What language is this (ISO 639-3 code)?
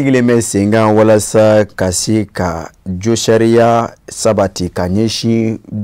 bam